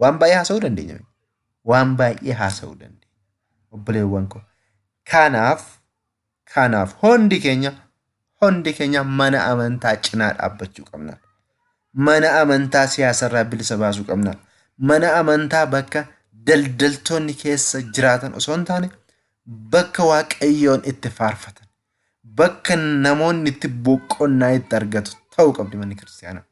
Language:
Oromo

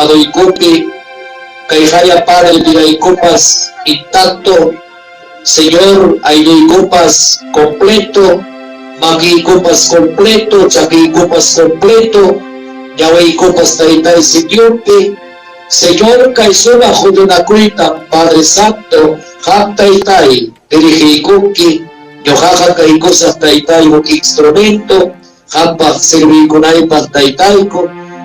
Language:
Ayacucho Quechua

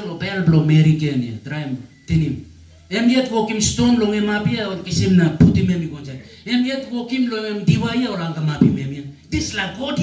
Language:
Tok Pisin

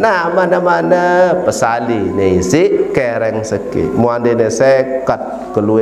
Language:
Sasak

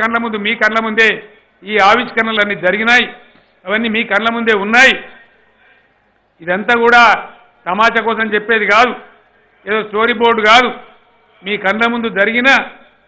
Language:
Telugu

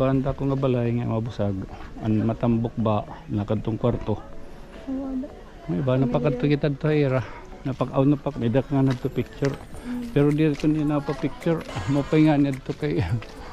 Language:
Waray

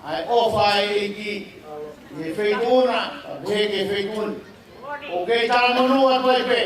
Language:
Tongan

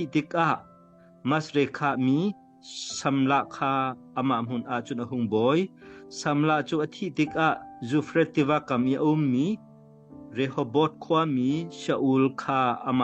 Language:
Hakha Chin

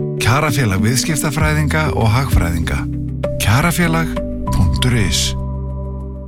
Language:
Icelandic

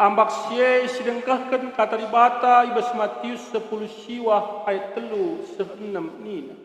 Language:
Batak Karo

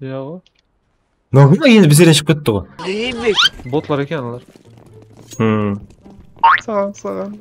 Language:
Kara-Kalpak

